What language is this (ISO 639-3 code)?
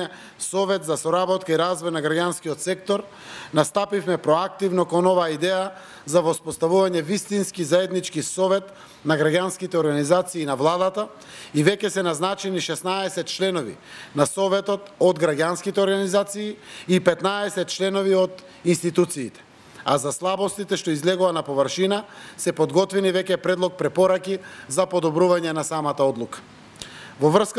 mkd